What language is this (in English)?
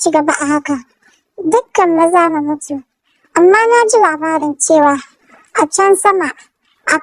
Hausa